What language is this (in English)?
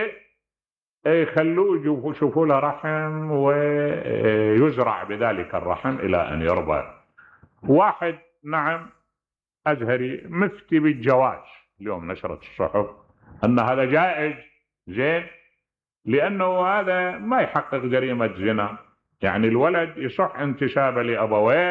Mesopotamian Arabic